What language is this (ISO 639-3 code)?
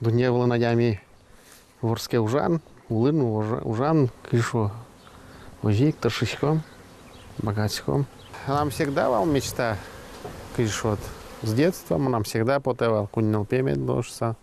udm